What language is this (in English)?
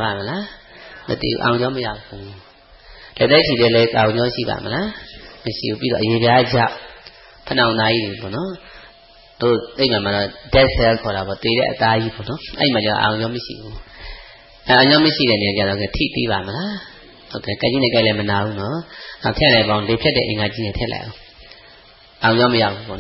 Burmese